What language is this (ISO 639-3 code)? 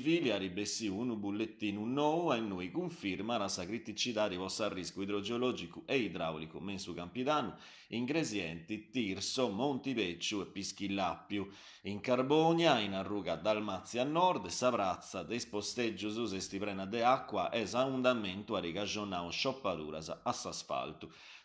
srd